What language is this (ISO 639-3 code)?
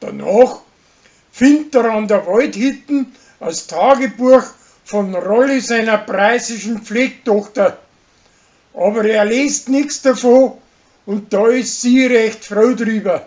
bar